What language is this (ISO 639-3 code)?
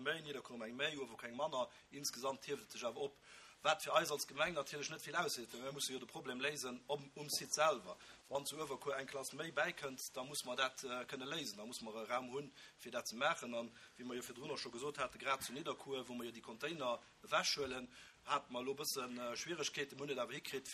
ltz